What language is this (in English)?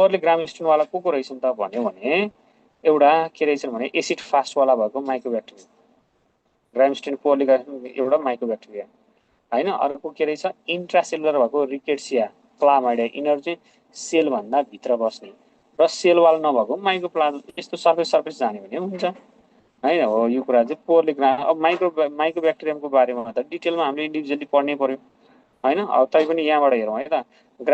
Nepali